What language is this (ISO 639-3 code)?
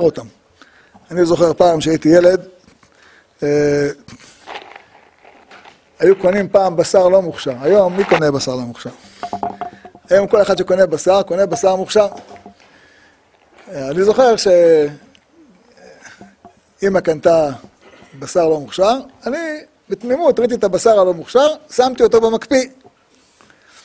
heb